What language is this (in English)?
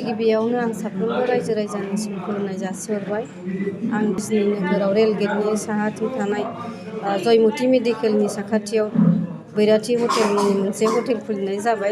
Bodo